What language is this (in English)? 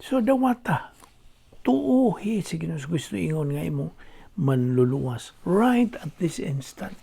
Cebuano